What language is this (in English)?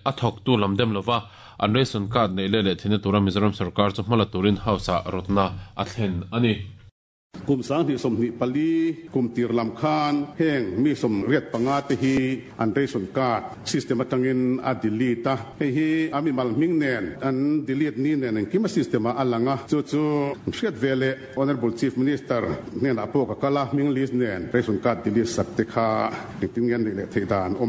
Mizo